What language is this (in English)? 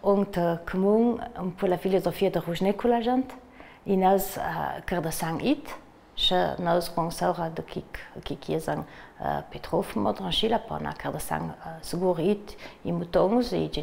Ladin